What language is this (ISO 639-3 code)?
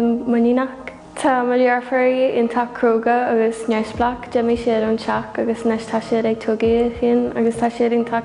gle